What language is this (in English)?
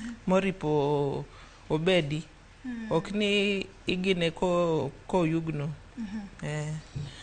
Luo (Kenya and Tanzania)